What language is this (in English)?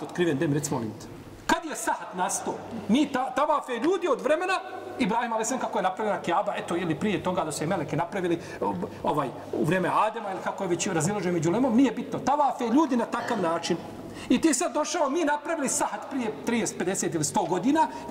Bosnian